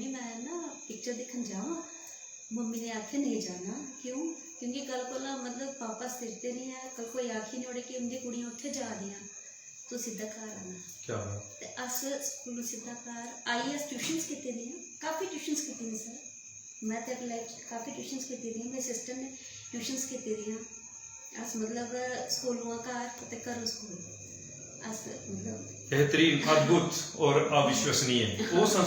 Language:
Dogri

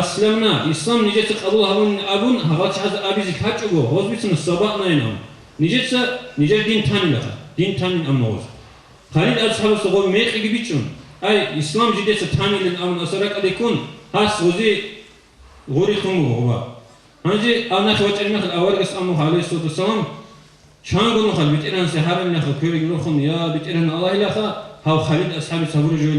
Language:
Avaric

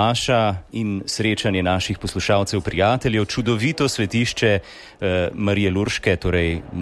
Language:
Slovenian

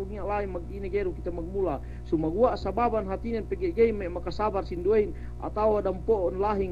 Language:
Yakan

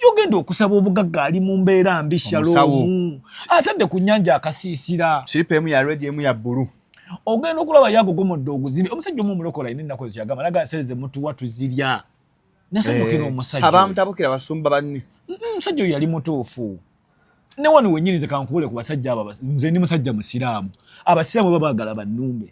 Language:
Ganda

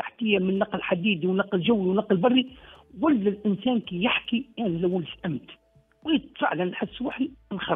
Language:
Tunisian Arabic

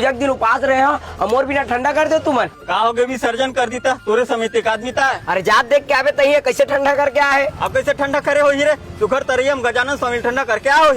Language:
Chhattisgarhi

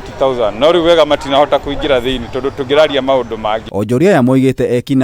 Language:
Kikuyu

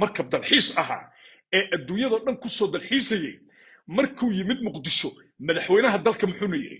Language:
Somali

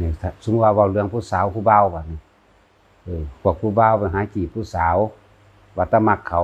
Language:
Northeastern Thai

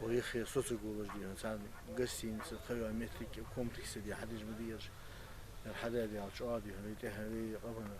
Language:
Ingush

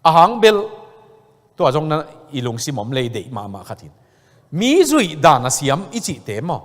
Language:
Tedim Chin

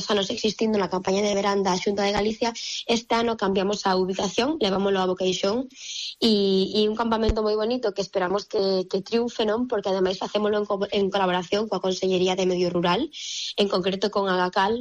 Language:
Galician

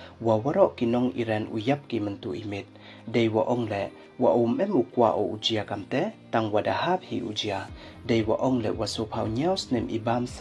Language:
Pnar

